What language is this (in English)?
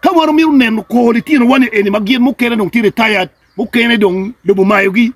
Acoli